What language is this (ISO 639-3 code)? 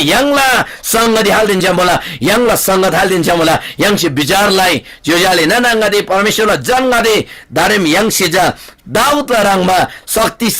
taj